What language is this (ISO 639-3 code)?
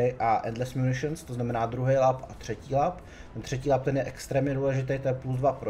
ces